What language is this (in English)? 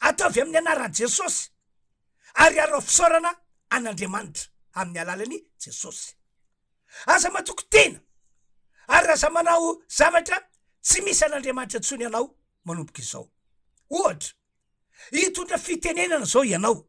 Malagasy